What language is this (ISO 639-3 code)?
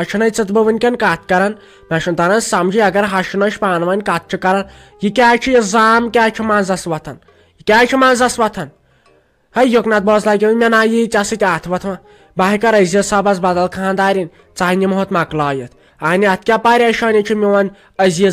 kas